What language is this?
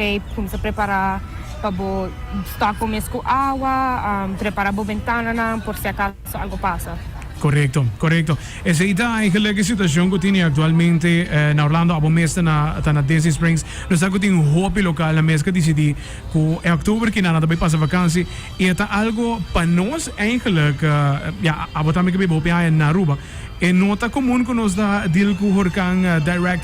Papiamento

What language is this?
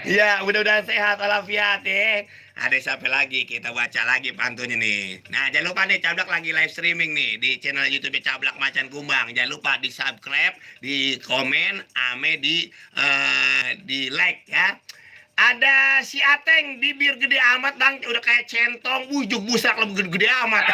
Betawi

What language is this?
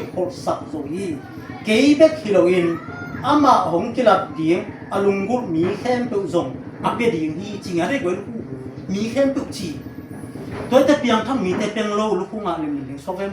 Tedim Chin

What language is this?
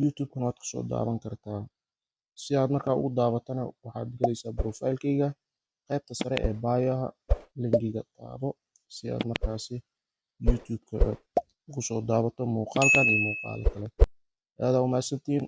Somali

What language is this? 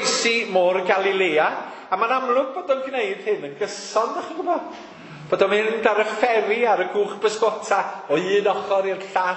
Welsh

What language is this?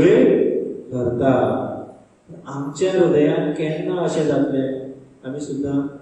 Konkani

